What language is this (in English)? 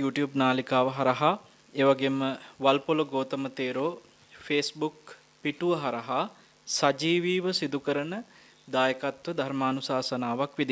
Sinhala